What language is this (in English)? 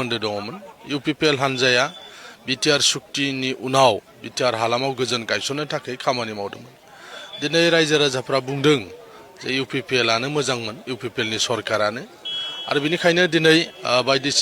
Bodo